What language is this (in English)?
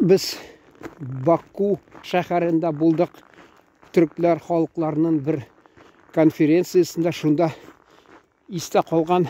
Tatar